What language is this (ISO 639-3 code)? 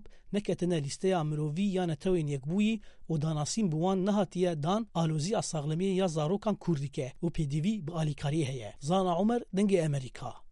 kur